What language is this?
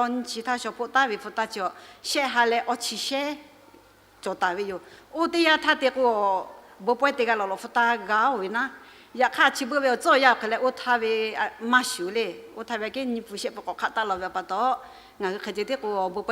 Lahu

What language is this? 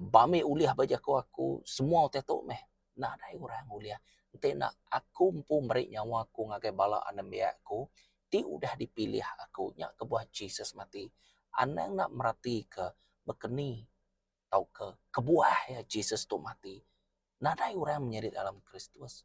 Iban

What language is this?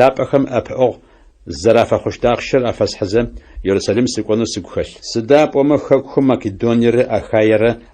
Adyghe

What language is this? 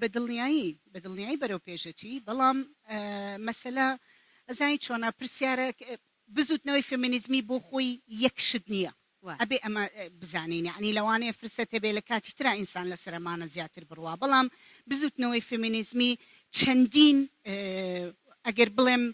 Central Kurdish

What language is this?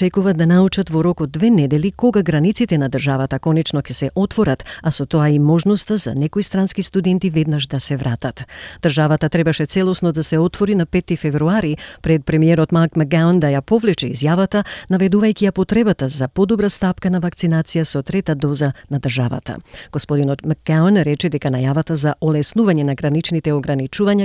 Macedonian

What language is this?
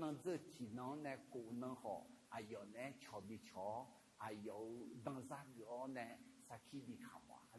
Akha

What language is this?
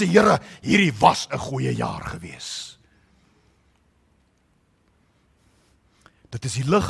Afrikaans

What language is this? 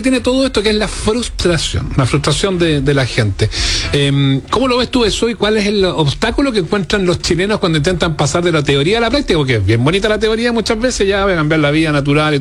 Spanish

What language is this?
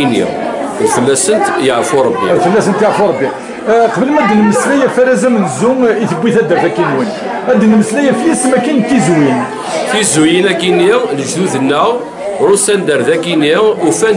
Kabyle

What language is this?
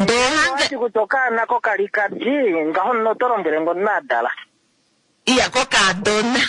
Kuanyama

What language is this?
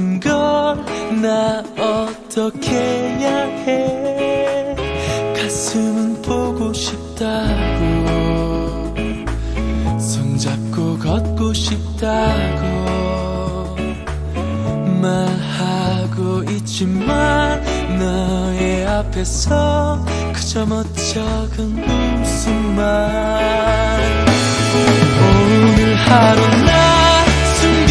Korean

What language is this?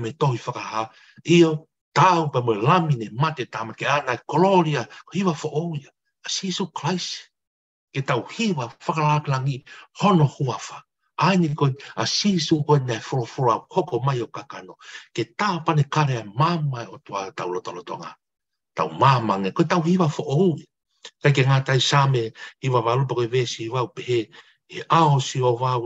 Tongan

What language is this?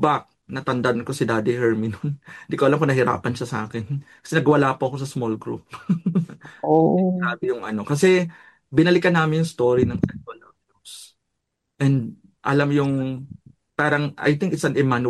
Filipino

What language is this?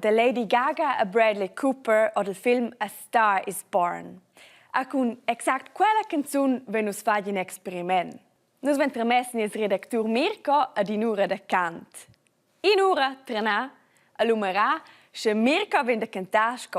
Romansh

